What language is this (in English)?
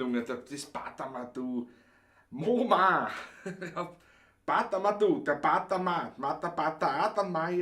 Bavarian